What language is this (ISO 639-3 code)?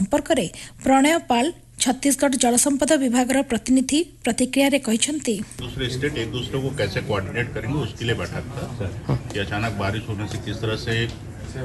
ori